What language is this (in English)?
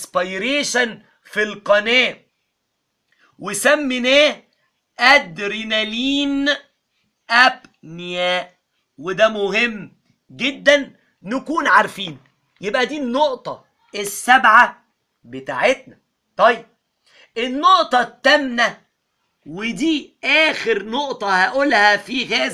Egyptian Arabic